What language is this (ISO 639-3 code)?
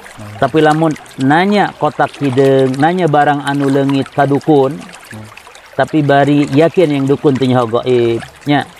sun